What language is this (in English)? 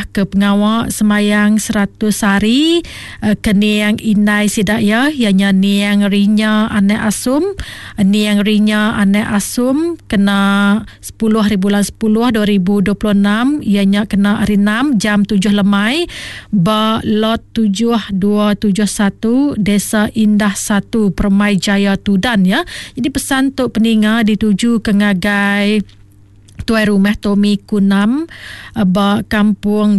Iban